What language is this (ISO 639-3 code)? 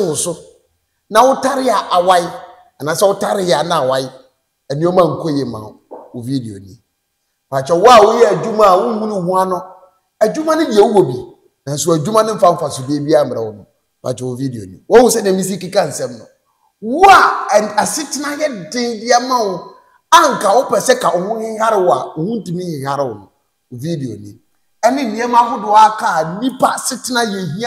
aka